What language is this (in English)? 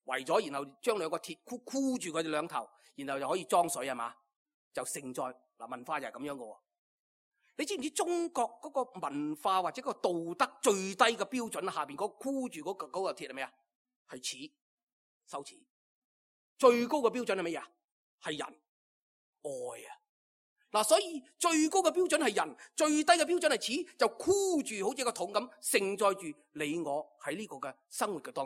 Cantonese